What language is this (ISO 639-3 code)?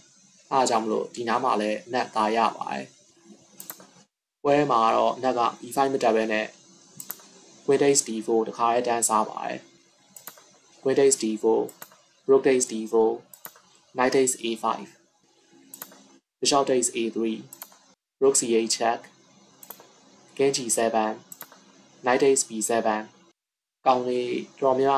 mya